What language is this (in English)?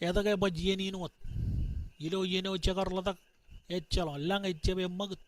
Marshallese